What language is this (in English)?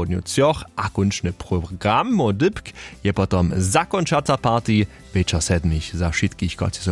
Upper Sorbian